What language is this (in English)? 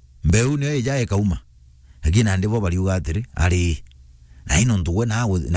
Meru